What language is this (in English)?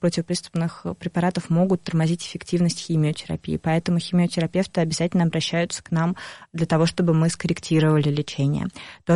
Russian